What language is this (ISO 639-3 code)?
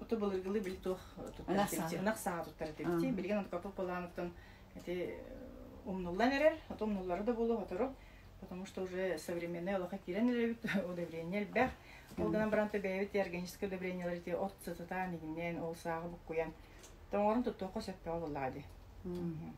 sah